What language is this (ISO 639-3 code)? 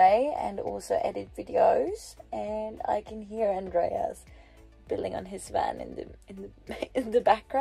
eng